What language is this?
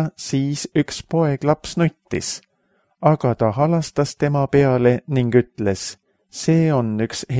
Estonian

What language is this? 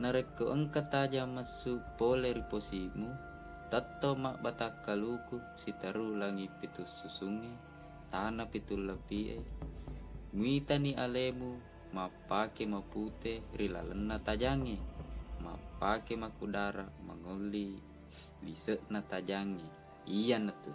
Buginese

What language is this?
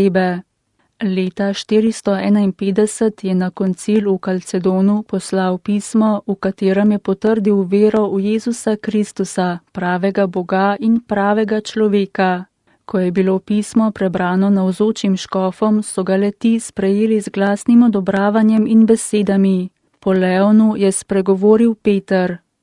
Slovenian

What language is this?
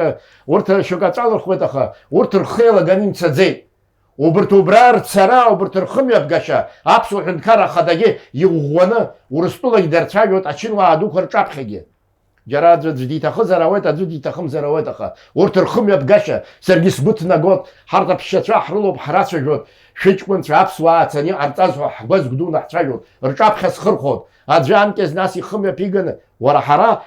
Abkhazian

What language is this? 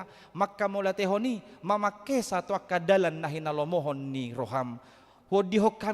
Batak Toba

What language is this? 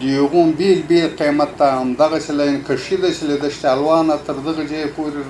Pashto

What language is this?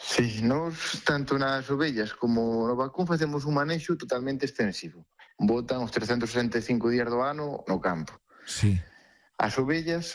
Galician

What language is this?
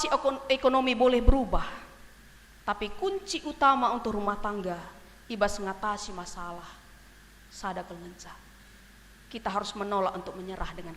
Batak Karo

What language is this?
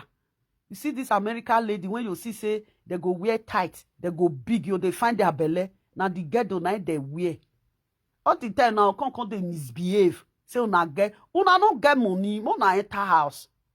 Nigerian Pidgin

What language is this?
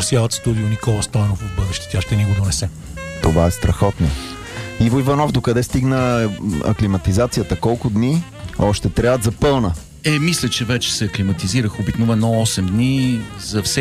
Bulgarian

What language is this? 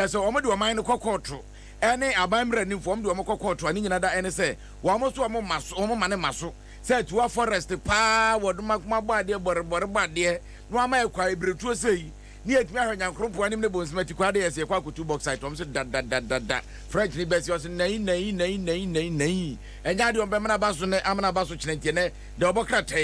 Akan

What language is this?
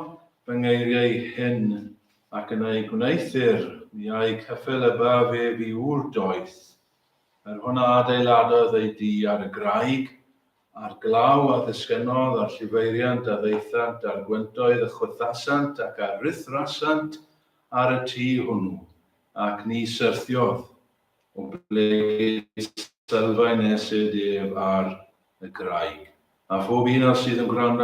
Welsh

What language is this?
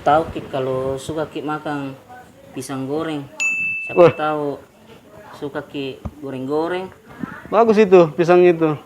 Makassar Malay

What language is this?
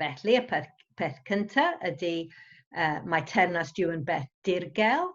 Welsh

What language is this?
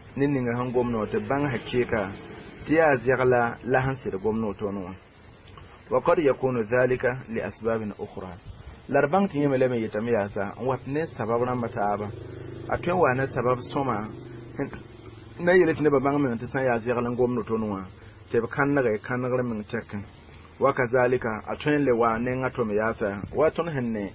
Mossi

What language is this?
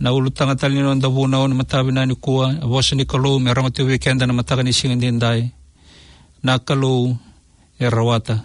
Fijian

